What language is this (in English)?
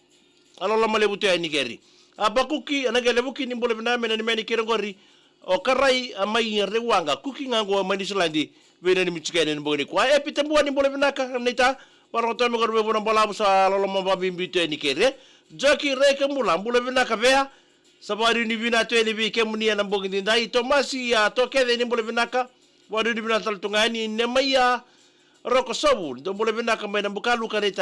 Fijian